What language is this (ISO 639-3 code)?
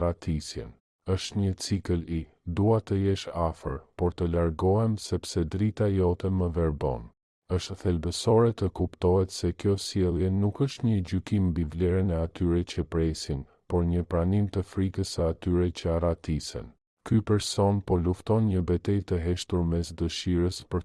sqi